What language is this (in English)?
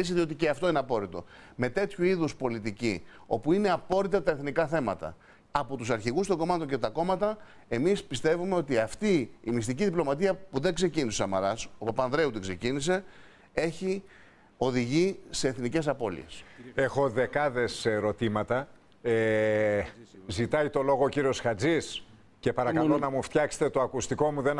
Greek